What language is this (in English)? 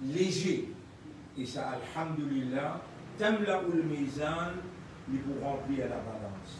Morisyen